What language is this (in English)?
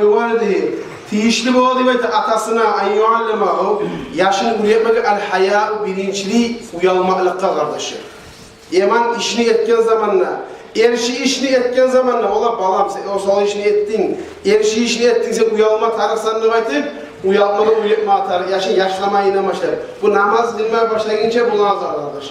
Kumyk